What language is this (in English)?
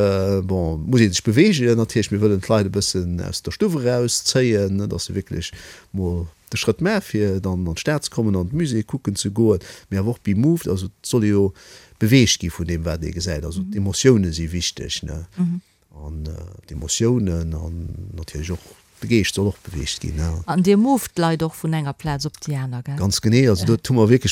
Luxembourgish